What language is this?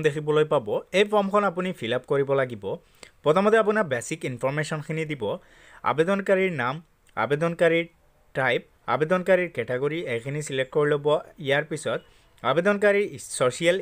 Assamese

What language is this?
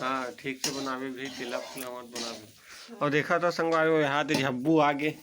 Chhattisgarhi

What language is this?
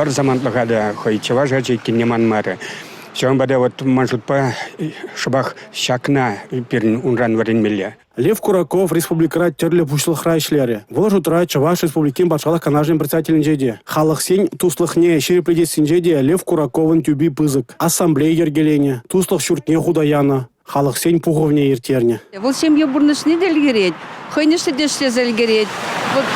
Chuvash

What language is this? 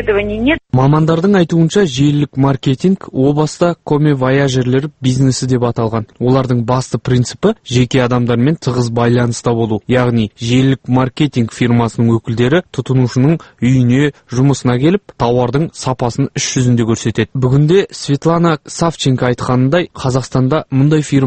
Kazakh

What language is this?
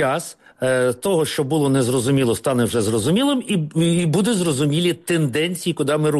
Ukrainian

